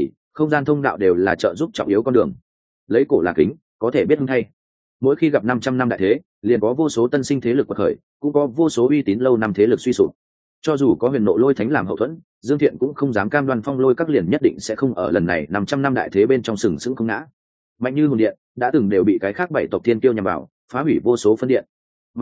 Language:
Vietnamese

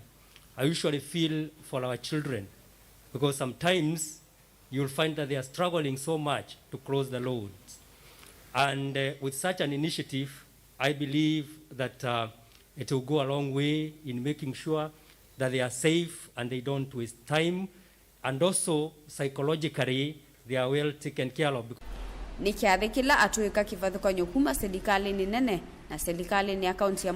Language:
Kamba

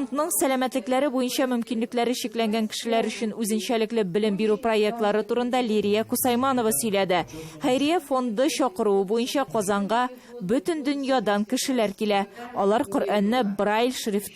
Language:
Tatar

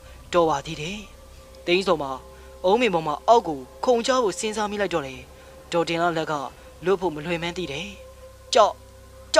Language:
Burmese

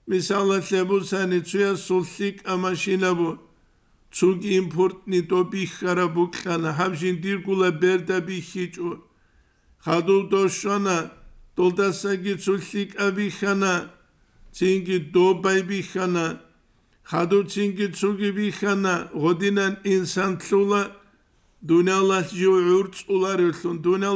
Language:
Avaric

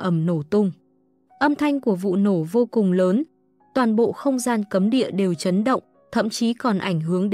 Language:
Vietnamese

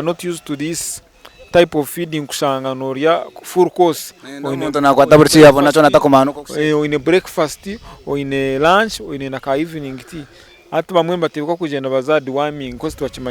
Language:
Nyankole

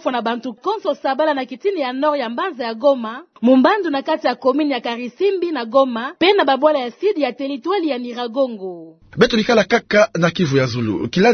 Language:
Kituba (Democratic Republic of Congo)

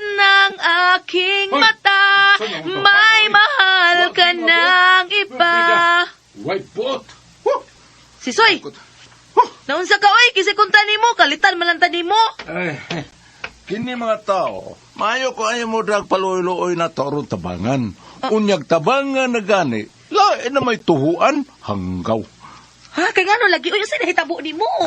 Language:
Cebuano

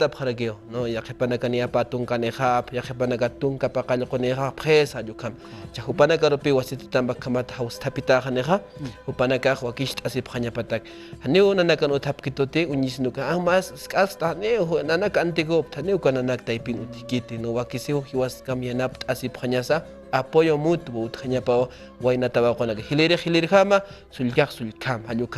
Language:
Aymara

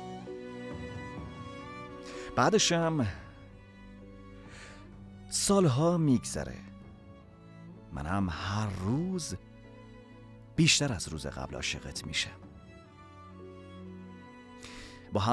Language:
Persian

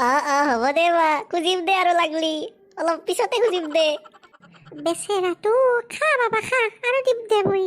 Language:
Assamese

